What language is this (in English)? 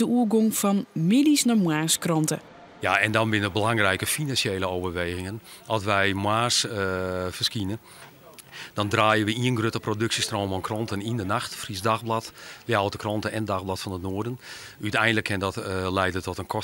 Western Frisian